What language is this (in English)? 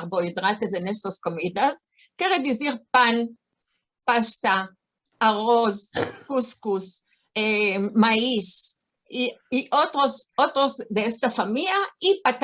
Ladino